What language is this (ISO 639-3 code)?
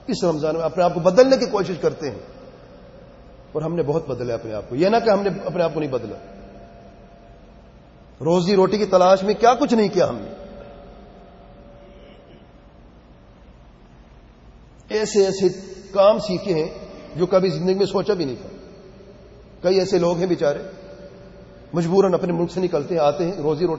urd